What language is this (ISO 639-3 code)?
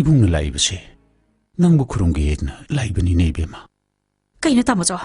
mni